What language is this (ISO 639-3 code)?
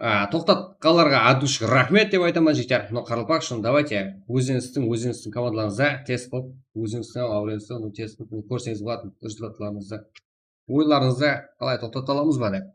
kaa